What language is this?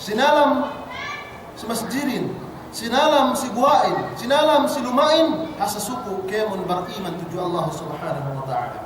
Yakan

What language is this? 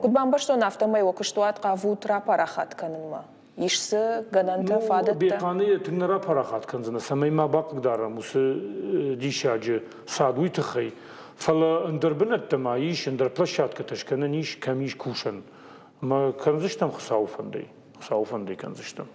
Ossetic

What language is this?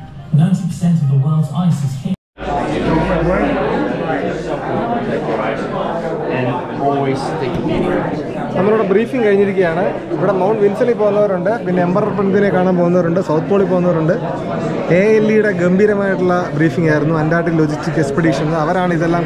Malayalam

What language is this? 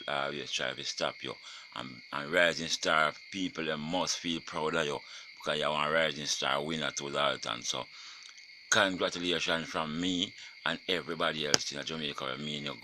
Jamaican Creole English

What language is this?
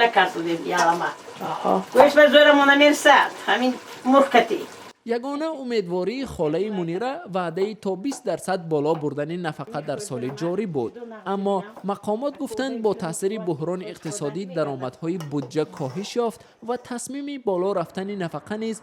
Tajik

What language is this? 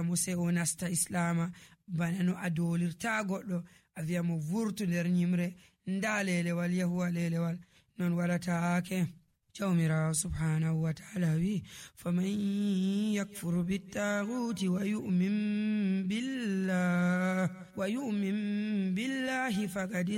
Nigerian Fulfulde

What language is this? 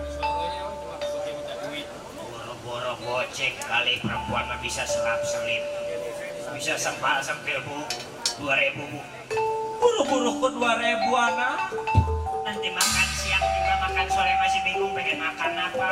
Betawi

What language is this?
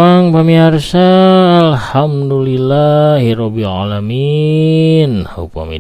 Sundanese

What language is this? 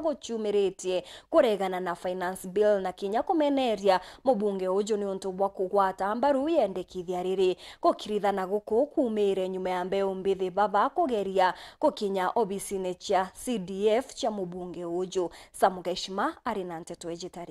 Meru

